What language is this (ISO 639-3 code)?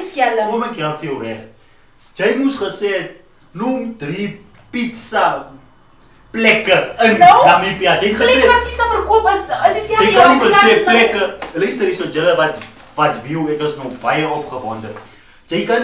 afr